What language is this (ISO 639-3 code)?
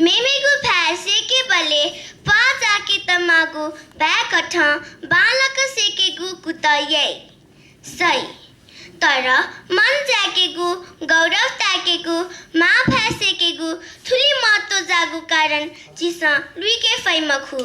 new